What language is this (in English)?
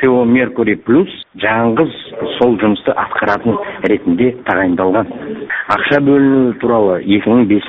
Kazakh